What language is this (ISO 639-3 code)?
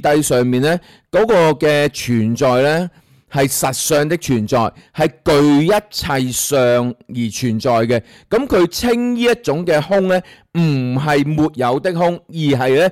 yue